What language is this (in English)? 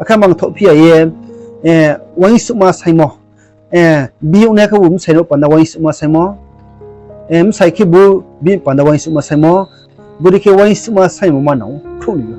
Riang (India)